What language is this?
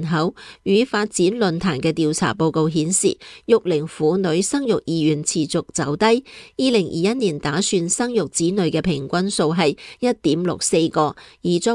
Cantonese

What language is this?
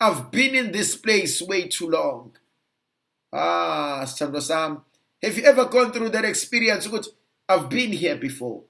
Zulu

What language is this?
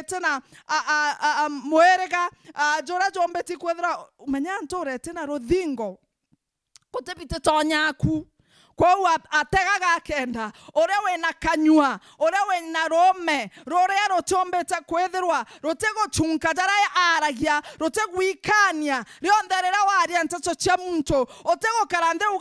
Meru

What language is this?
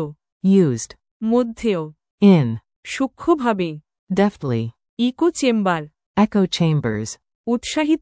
Bangla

